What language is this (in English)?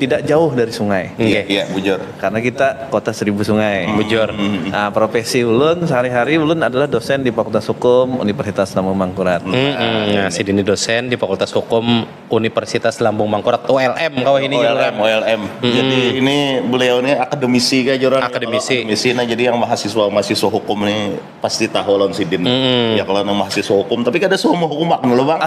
Banjar